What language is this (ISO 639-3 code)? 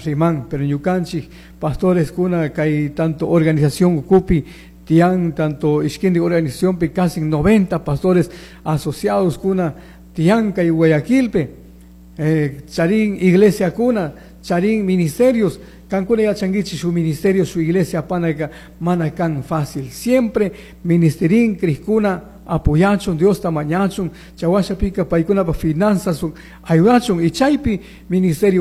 qug